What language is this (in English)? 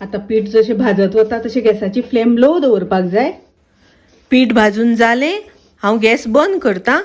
Konkani